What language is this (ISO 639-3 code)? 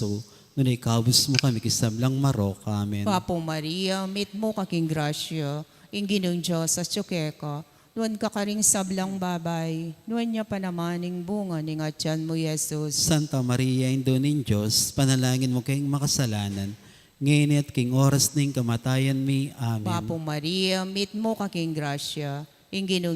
pam